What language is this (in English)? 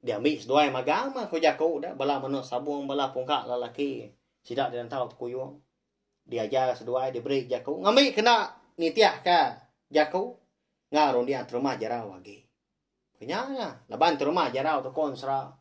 Iban